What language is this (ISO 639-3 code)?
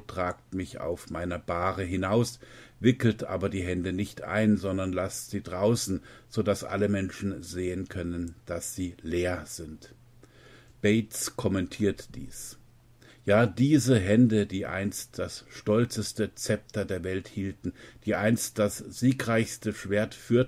deu